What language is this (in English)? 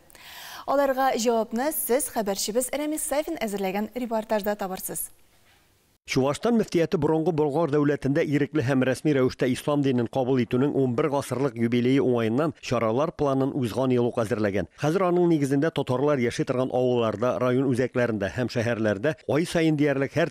Tatar